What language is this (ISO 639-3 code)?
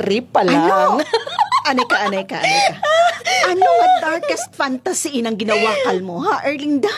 krj